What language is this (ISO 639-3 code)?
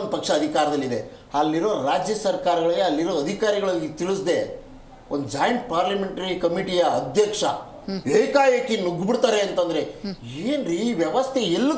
kan